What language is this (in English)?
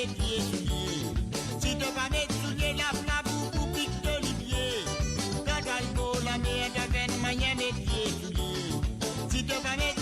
Morisyen